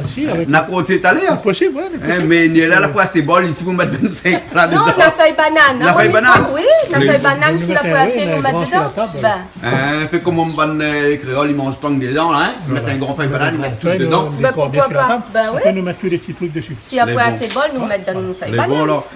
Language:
Réunion Creole French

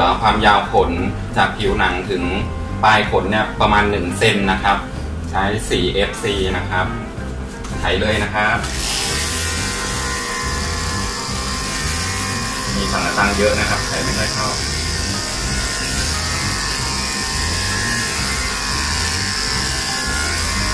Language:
Thai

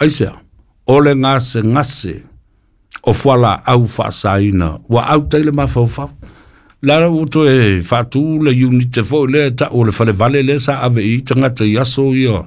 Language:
Samoan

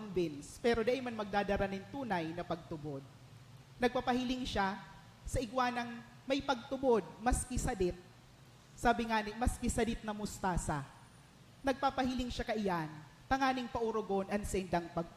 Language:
Bikol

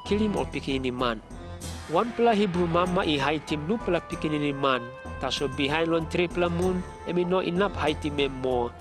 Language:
Tok Pisin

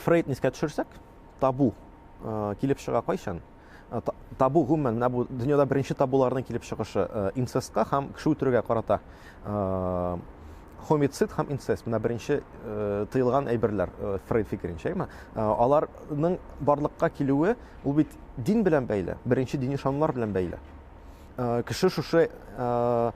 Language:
Tatar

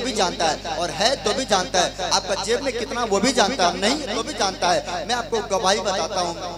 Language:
Hindi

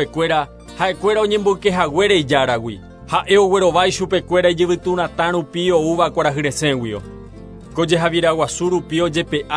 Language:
Guarani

